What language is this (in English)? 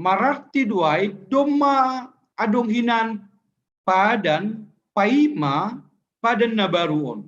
Batak Simalungun